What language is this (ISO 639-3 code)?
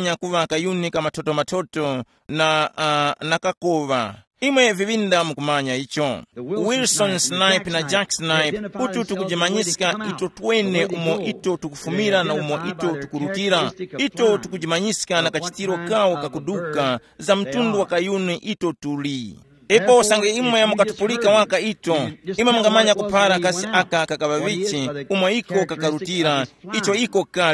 tum